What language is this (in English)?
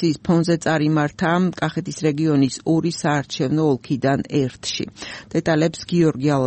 Georgian